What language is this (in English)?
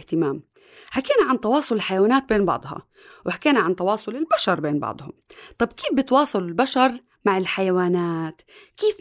North Levantine Arabic